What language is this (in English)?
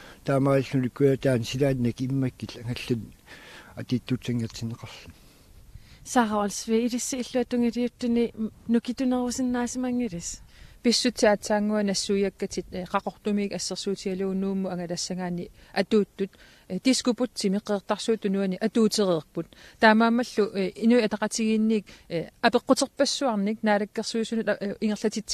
Kalaallisut